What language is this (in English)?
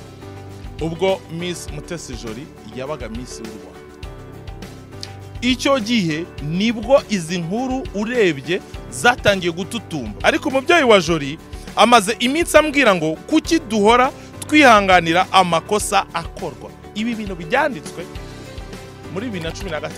Kinyarwanda